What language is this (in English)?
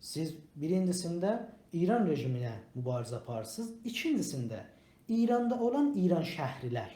South Azerbaijani